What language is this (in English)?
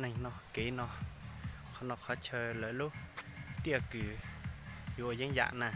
Hmong